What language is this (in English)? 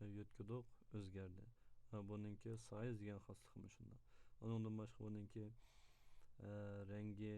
Uyghur